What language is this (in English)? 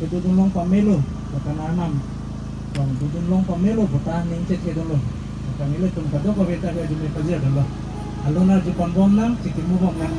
Karbi